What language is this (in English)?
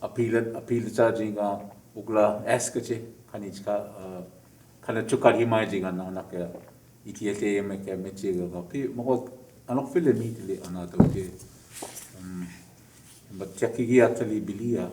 Choctaw